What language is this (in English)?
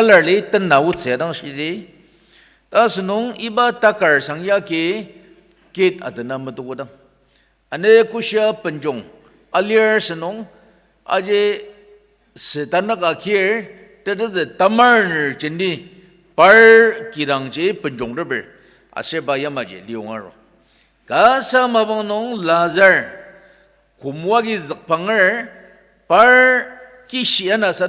Ao Naga